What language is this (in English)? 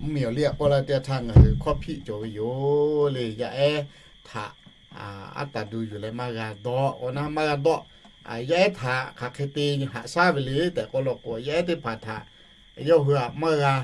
Lahu